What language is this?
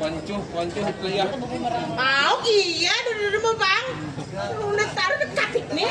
Banjar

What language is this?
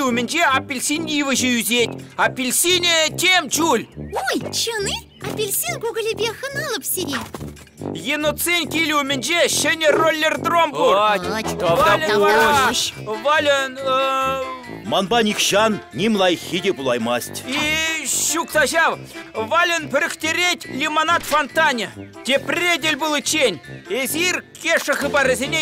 Chuvash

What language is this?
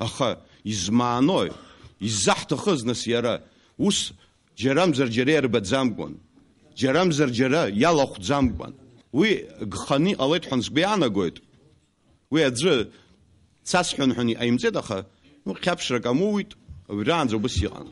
Abkhazian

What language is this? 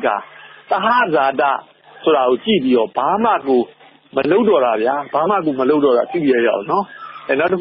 Burmese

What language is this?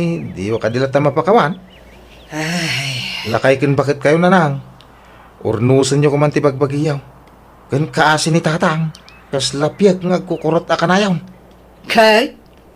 Iloko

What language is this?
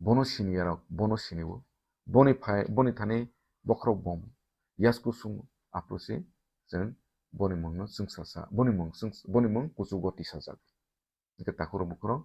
Kok Borok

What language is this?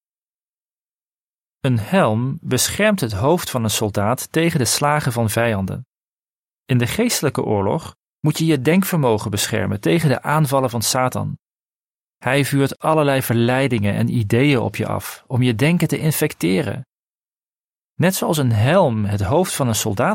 Dutch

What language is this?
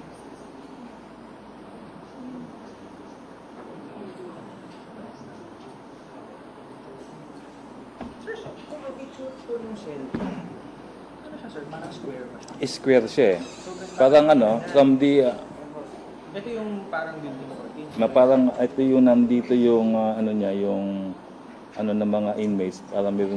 Filipino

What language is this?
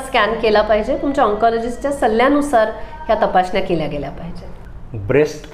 Marathi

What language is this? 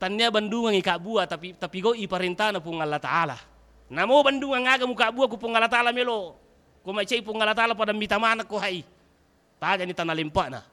Buginese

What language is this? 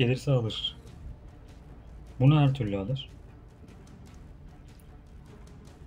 Turkish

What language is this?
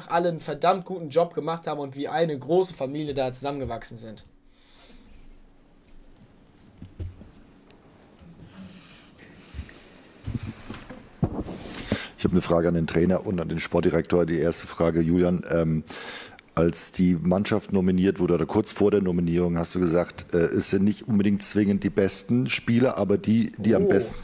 German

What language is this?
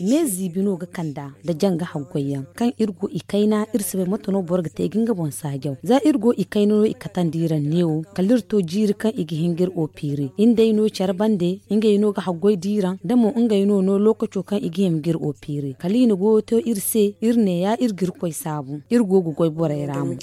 Zarma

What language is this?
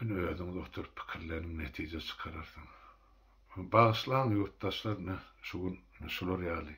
Turkmen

